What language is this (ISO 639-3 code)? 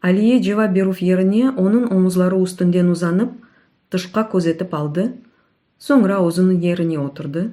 crh